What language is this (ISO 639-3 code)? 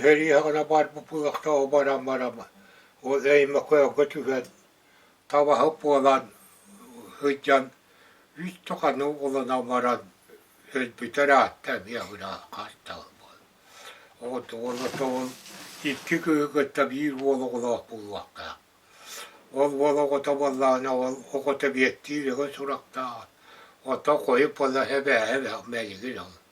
sah